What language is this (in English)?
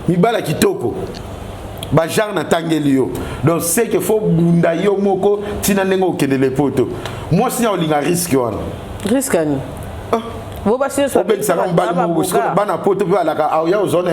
Lingala